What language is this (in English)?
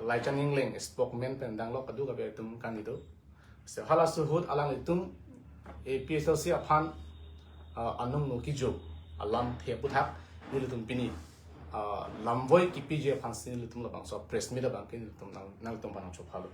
Karbi